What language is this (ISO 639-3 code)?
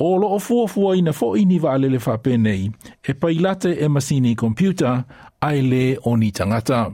smo